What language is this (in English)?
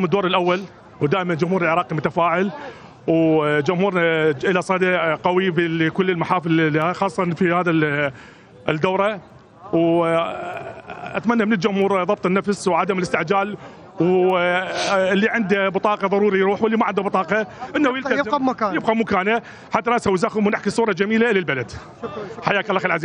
Mesopotamian Arabic